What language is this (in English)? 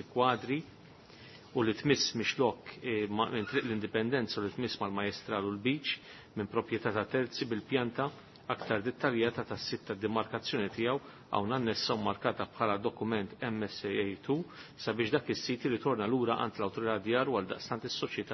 Maltese